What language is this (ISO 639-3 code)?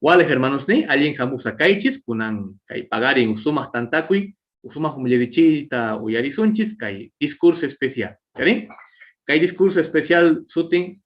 que